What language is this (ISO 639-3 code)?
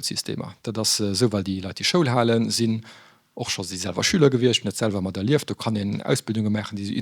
ltz